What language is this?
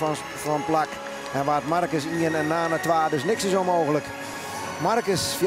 Western Frisian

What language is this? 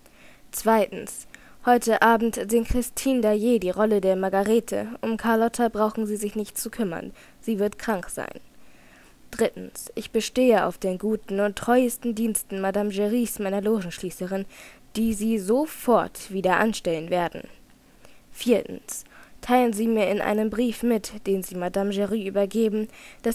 German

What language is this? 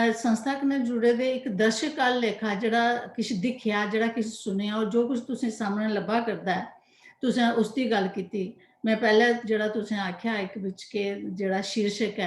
Dogri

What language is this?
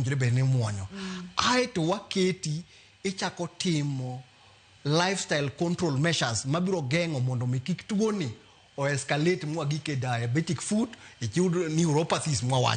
Luo (Kenya and Tanzania)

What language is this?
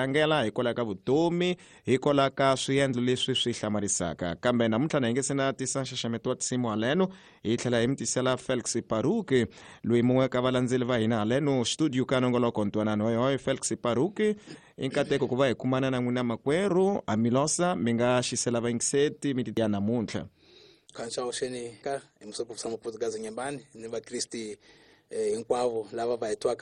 Tsonga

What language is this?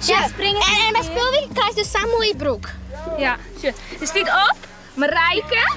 Western Frisian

